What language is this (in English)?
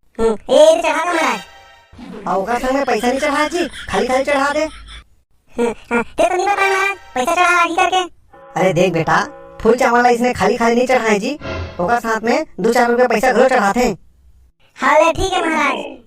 Chhattisgarhi